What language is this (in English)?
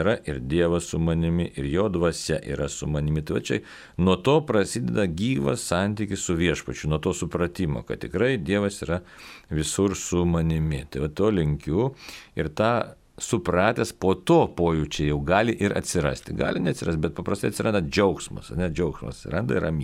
Lithuanian